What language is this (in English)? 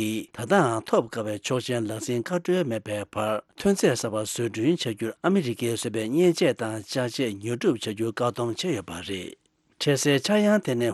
Tibetan